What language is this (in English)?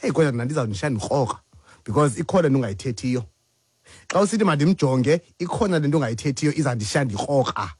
Xhosa